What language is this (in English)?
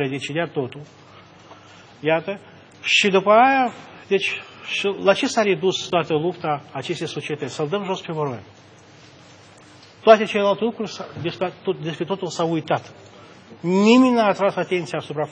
Romanian